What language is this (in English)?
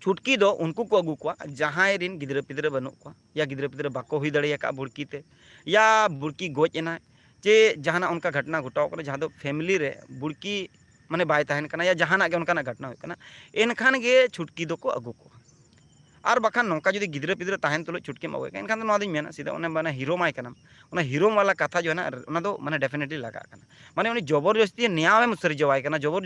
Santali